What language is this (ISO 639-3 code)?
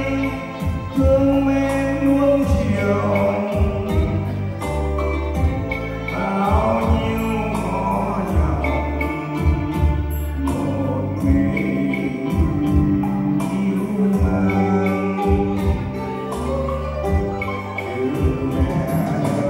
vie